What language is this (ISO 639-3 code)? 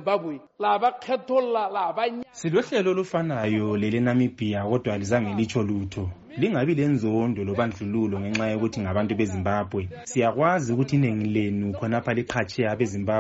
nde